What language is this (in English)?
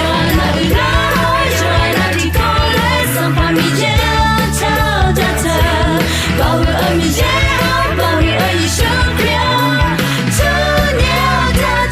Akha